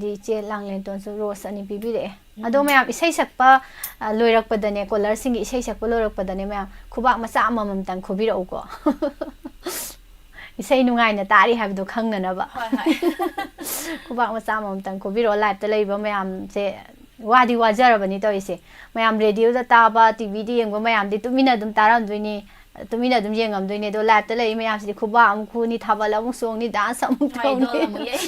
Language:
Manipuri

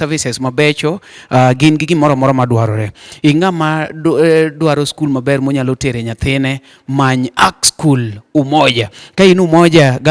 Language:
Luo (Kenya and Tanzania)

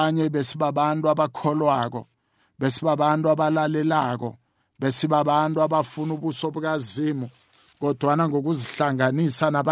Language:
South Ndebele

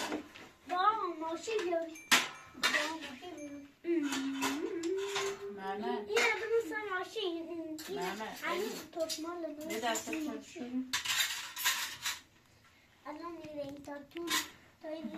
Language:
Persian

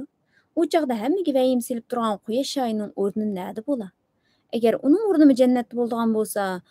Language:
Uyghur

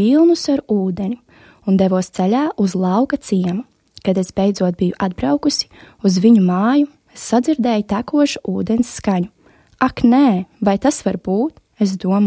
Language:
Latvian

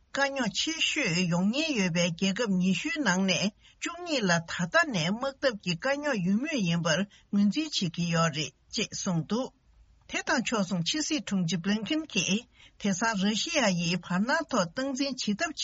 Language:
Tibetan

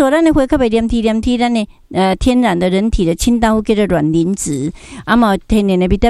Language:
Min Nan Chinese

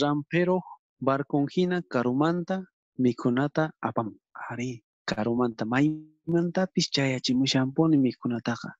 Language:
South Bolivian Quechua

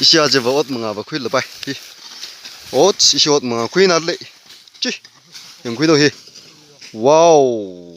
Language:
Tangkhul Naga (India)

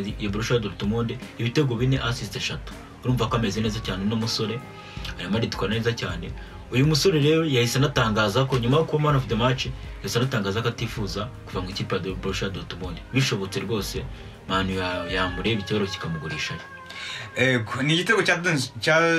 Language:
Kinyarwanda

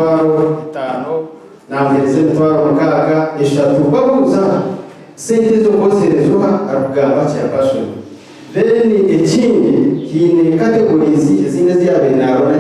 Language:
Nyankole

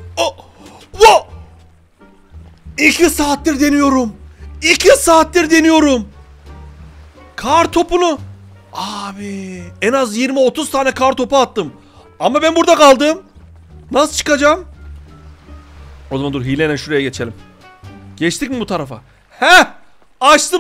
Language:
Turkish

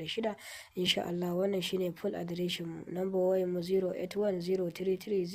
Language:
Hausa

